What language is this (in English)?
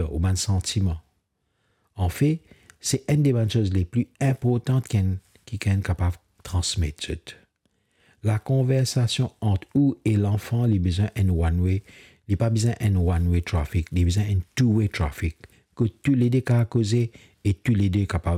Morisyen